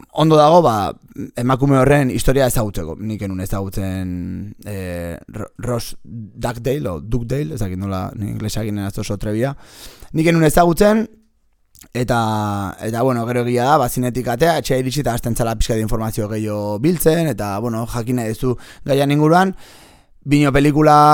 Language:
Basque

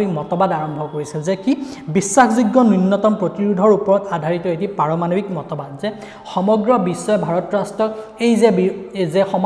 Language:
Assamese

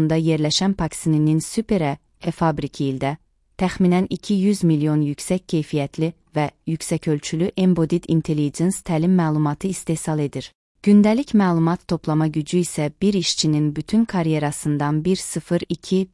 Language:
Azerbaijani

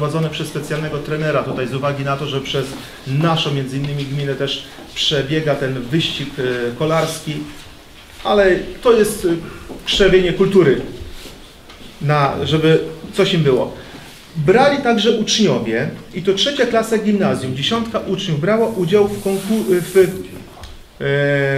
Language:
Polish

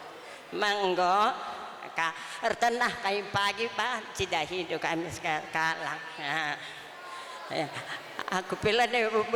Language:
Batak Karo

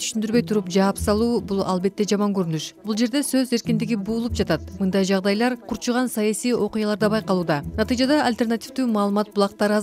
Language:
Kyrgyz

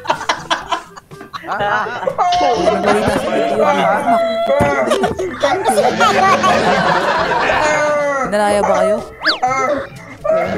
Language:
Filipino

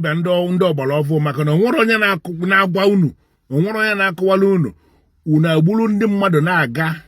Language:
Igbo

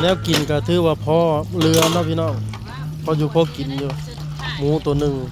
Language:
Lao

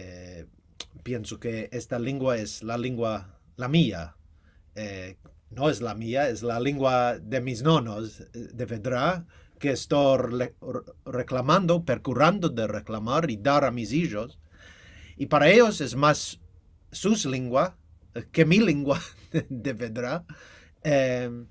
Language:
Ladino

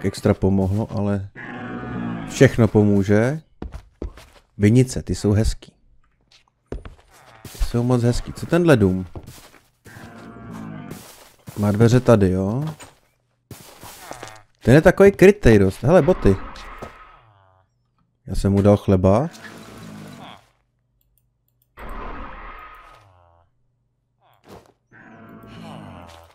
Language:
Czech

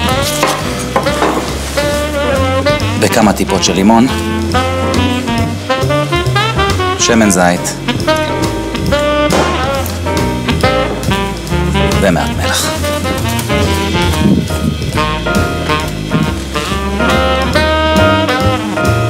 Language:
Hebrew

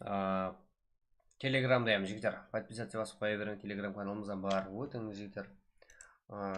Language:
Kara-Kalpak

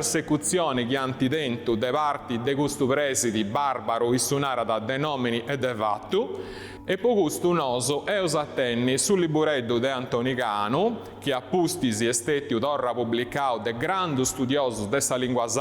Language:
Sardinian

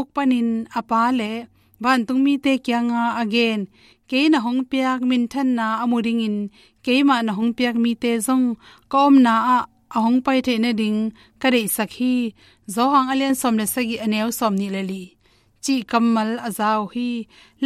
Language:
Tedim Chin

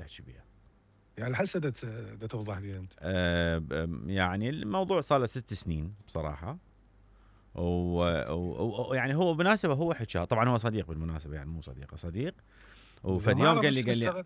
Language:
Mesopotamian Arabic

